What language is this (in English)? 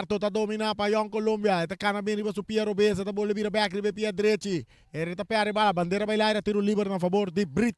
Papiamento